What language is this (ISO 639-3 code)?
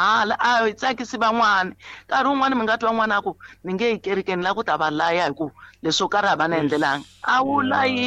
tso